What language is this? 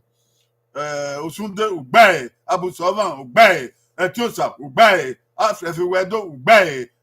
Bini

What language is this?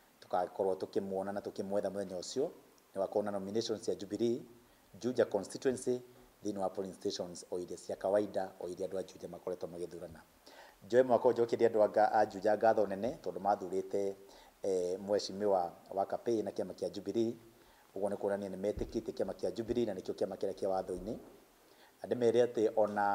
Kikuyu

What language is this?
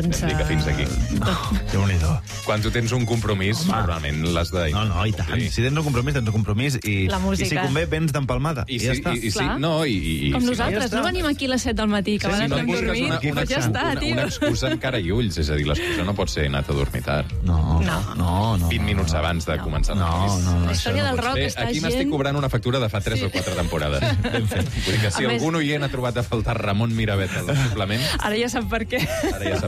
Catalan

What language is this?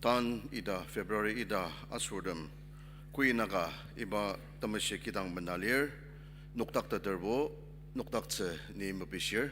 Ao Naga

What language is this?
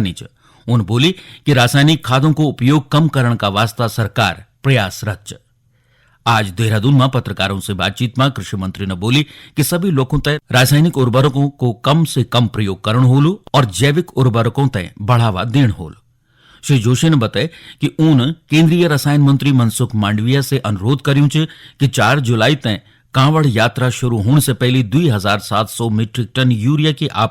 Garhwali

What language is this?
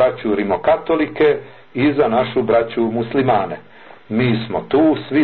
Bosnian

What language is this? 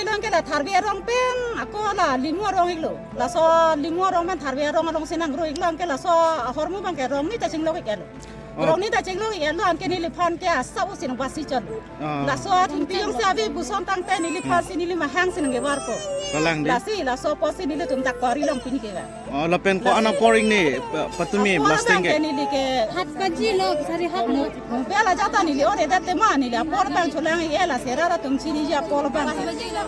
Karbi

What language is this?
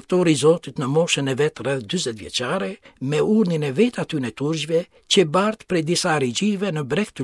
Albanian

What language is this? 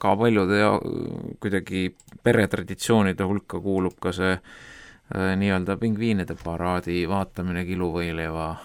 Estonian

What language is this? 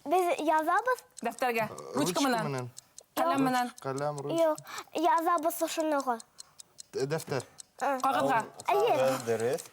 Bashkir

